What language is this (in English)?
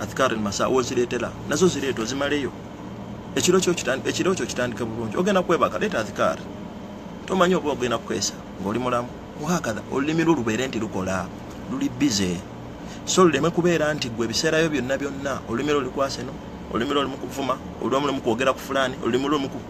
Ganda